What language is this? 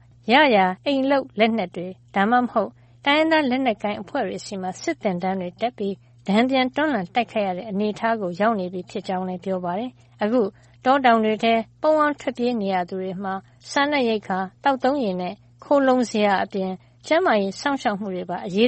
Burmese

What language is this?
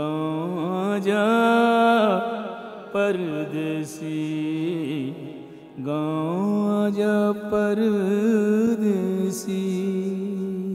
Bhojpuri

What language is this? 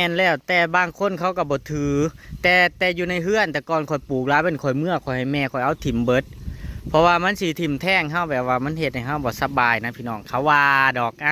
Northeastern Thai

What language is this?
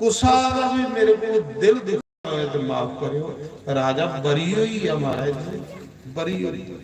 Dogri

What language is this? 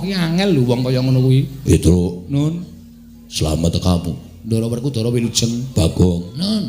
Javanese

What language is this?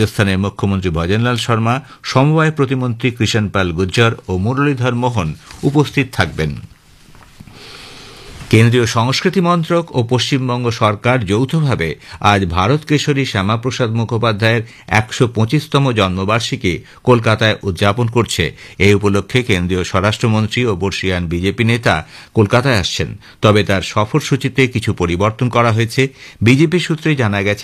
Bangla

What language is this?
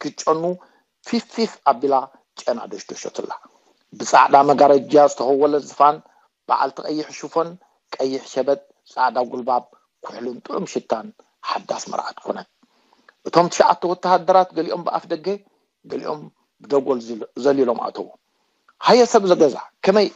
Tigrinya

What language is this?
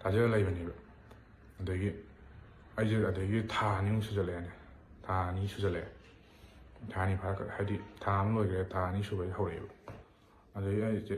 Manipuri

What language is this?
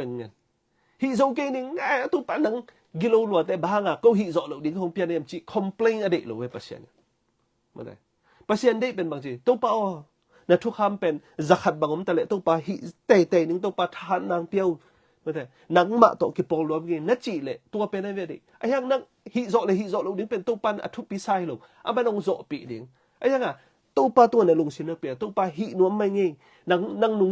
Tedim Chin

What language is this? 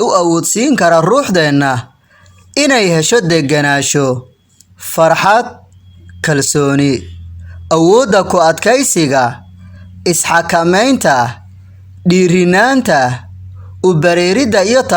Somali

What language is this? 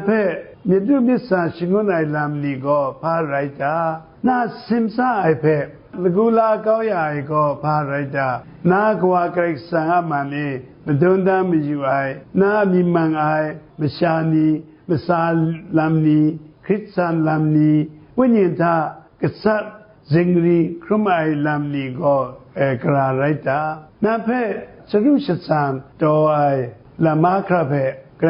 Kachin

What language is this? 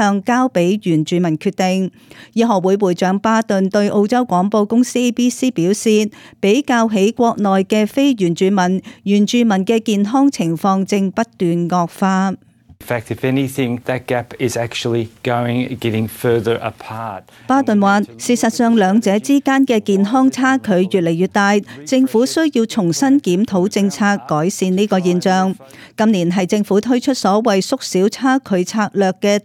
Cantonese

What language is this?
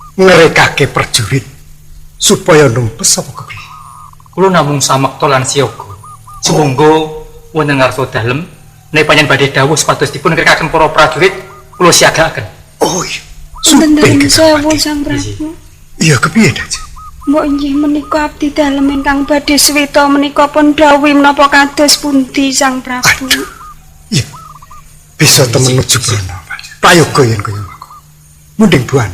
Javanese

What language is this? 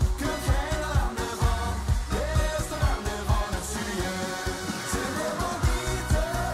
Limburgish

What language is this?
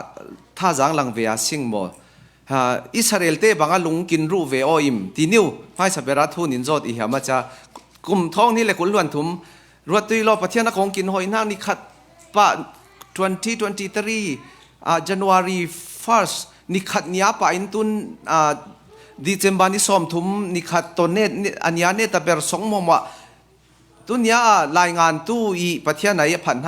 Falam Chin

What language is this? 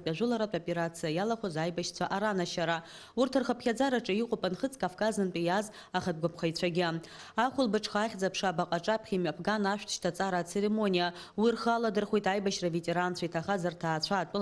Abkhazian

